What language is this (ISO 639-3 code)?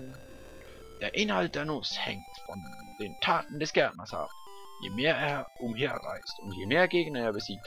gsw